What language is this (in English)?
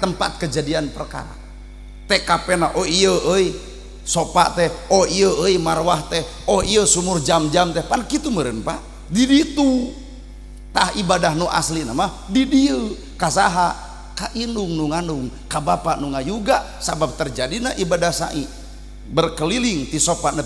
Sundanese